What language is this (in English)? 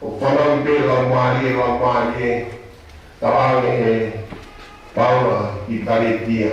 Tongan